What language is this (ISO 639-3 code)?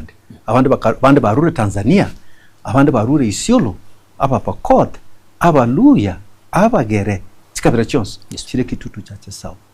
guz